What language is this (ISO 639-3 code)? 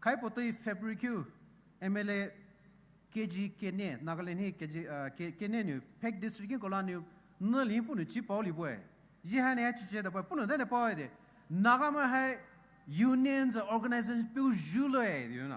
pmx